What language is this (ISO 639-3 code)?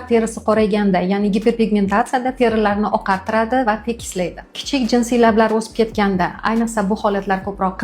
uzb